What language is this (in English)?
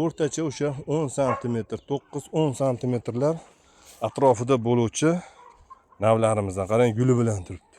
Uzbek